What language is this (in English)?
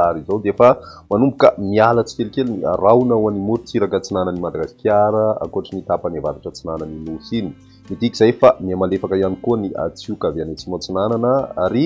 Malagasy